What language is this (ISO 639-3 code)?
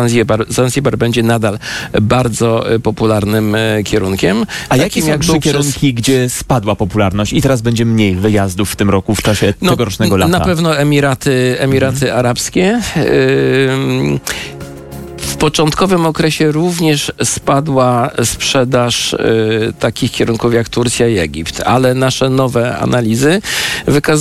pol